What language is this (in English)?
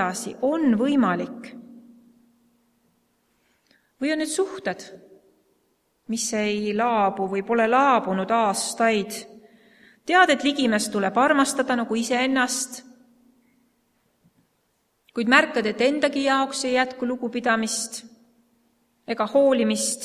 Estonian